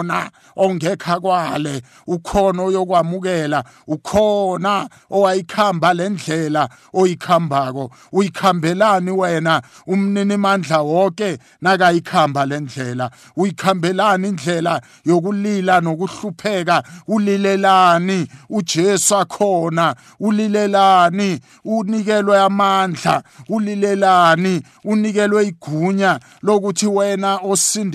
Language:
South Ndebele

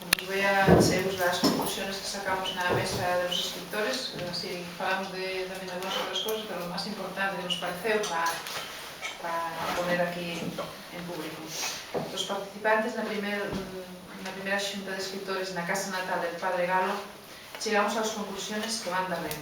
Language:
Asturian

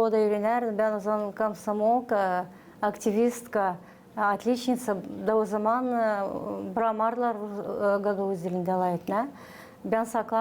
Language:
Gagauz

